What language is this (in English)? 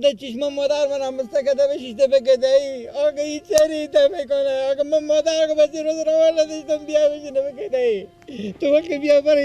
Persian